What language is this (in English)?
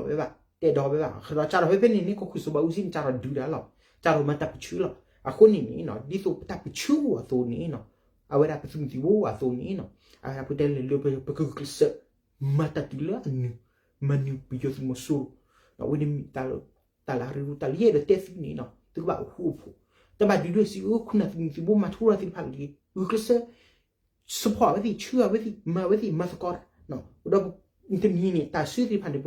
S'gaw Karen